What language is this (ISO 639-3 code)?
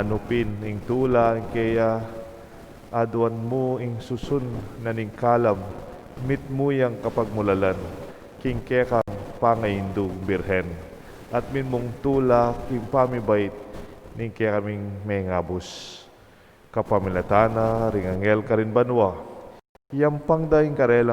pam